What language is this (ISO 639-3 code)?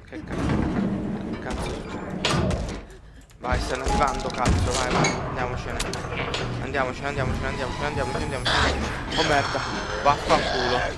ita